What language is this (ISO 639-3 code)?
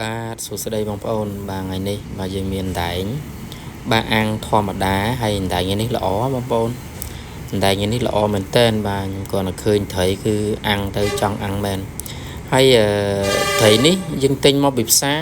khm